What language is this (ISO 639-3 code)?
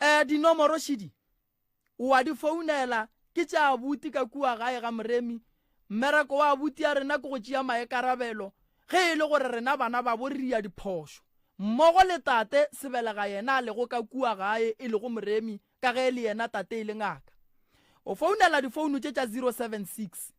nso